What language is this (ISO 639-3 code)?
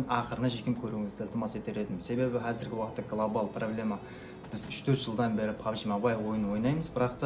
kaa